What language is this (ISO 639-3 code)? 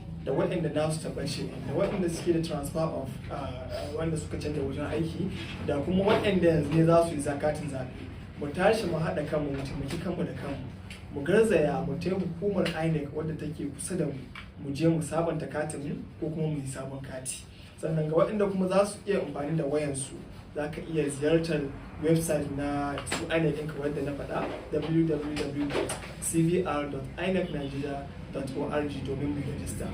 hau